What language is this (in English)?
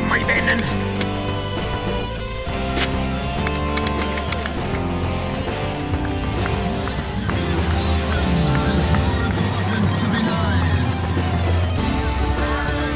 Swedish